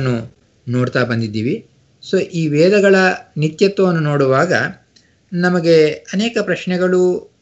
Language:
Kannada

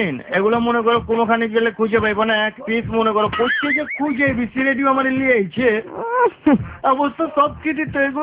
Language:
Bangla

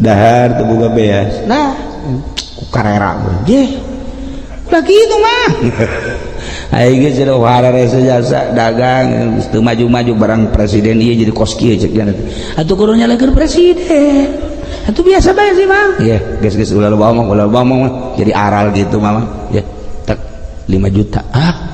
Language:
Sundanese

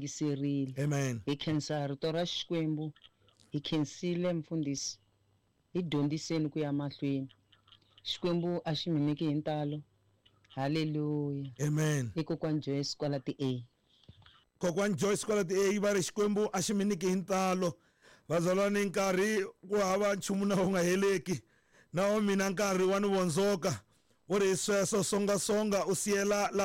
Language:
Tsonga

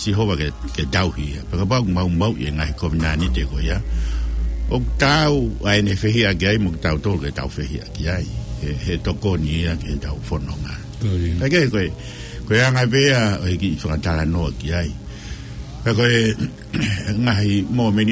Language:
Tongan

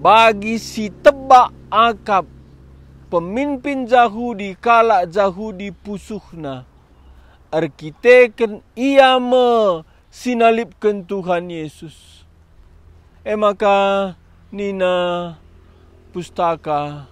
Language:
Batak Karo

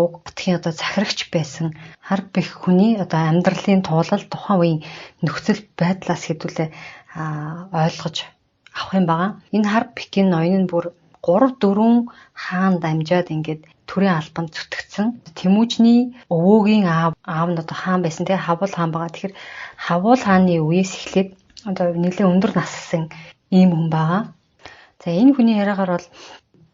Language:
Mongolian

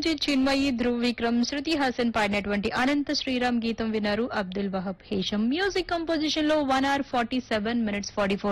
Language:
Telugu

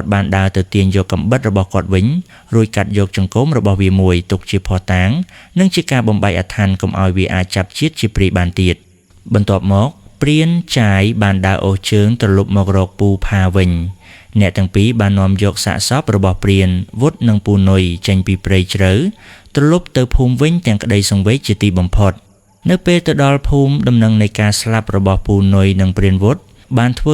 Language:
Khmer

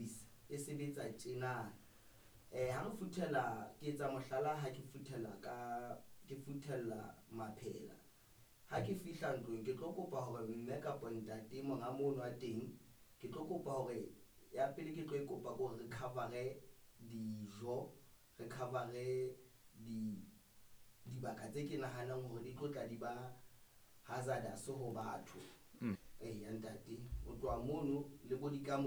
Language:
Southern Sotho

